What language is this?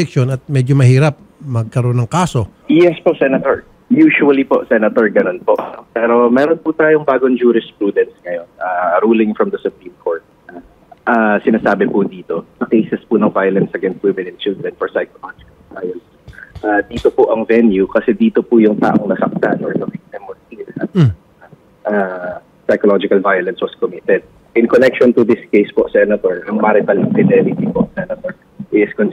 Filipino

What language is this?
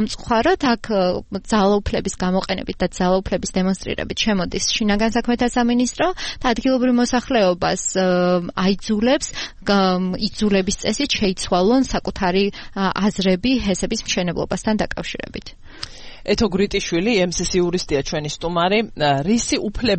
Georgian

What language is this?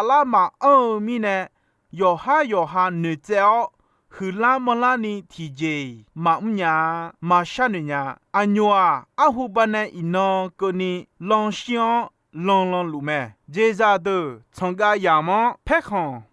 Akha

